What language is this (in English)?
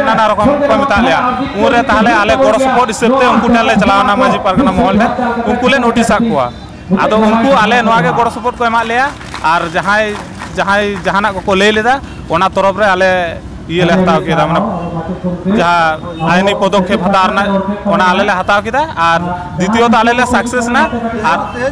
Santali